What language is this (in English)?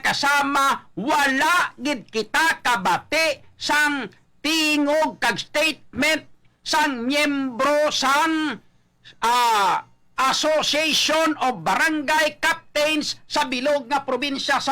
Hiligaynon